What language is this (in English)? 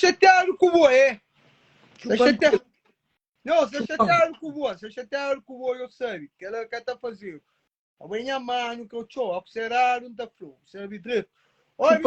Kabuverdianu